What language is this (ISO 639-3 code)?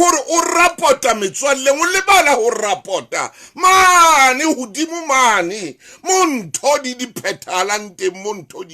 sot